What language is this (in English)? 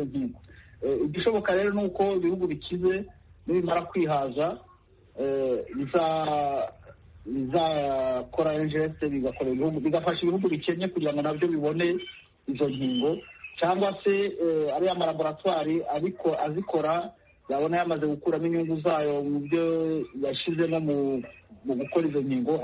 Kinyarwanda